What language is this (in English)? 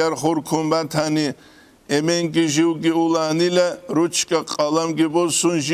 Avaric